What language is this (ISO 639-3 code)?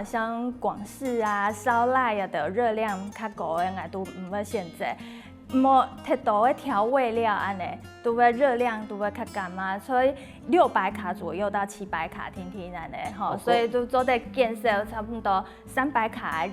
hak